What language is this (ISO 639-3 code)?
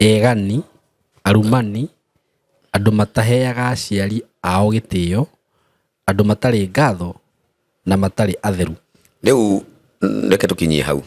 kik